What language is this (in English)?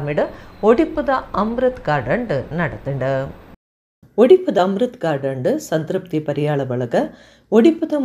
Tulu